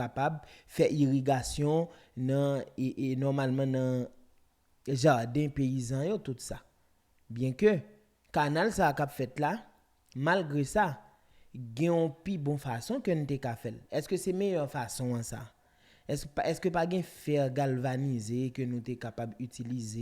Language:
Haitian Creole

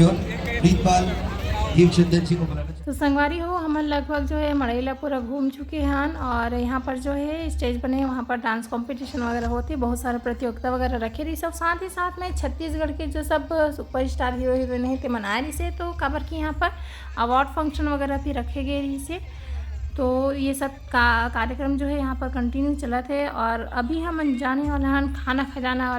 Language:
Chhattisgarhi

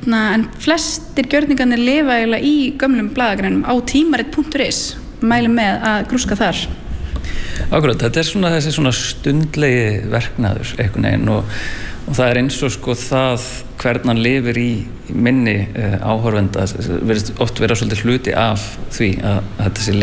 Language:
Icelandic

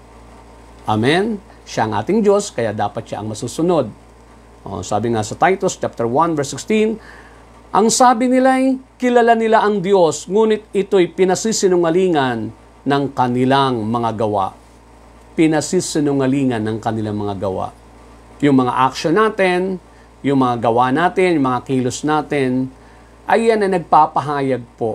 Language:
Filipino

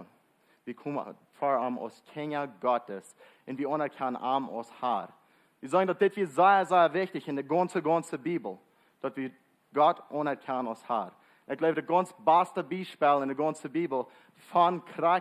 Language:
Plautdietsch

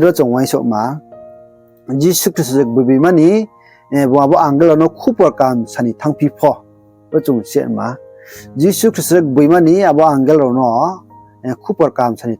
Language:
Riang (India)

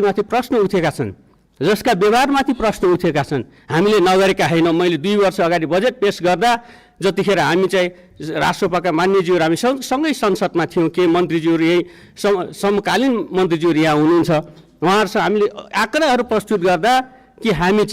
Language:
Nepali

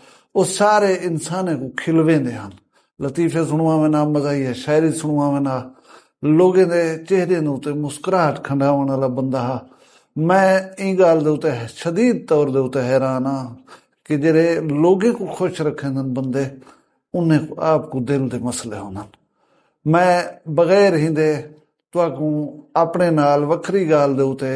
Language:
Saraiki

